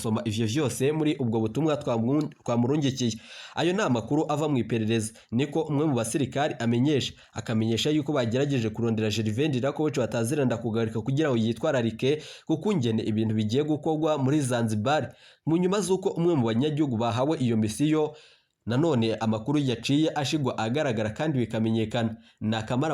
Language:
Rundi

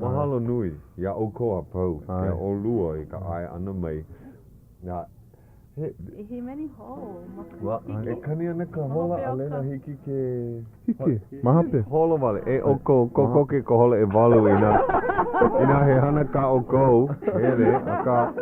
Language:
Hawaiian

